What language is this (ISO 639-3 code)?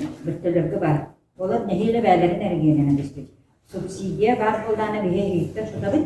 sah